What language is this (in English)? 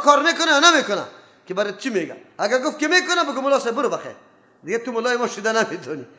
Persian